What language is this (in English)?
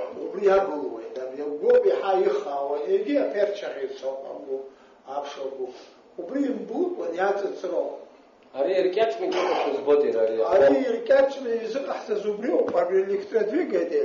Abkhazian